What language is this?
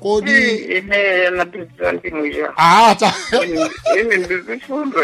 Sena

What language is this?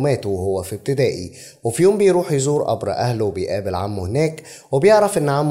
Egyptian Arabic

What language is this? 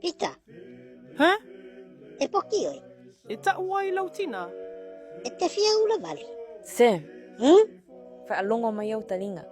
Samoan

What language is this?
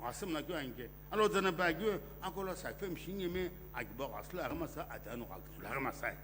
Sumi Naga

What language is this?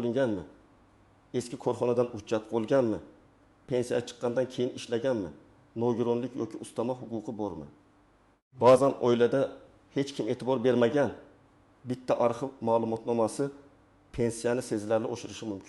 Uzbek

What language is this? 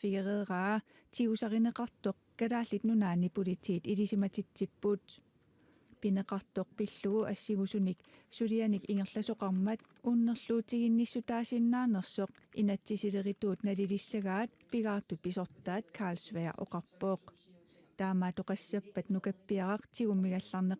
Kalaallisut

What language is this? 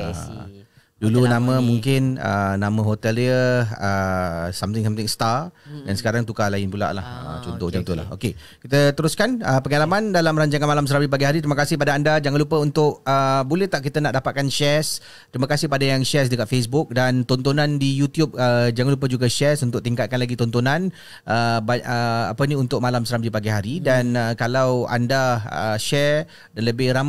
Malay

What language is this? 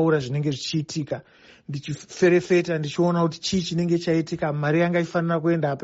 Shona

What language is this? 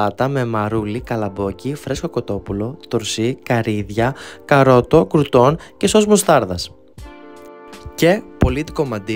Greek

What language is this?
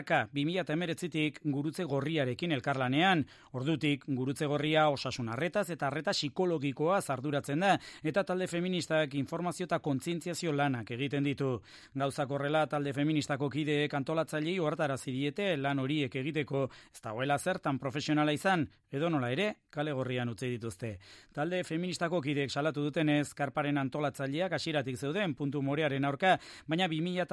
Basque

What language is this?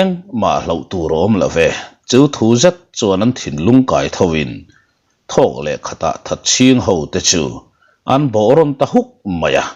Mizo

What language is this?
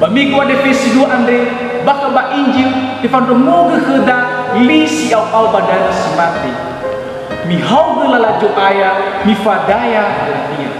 Nias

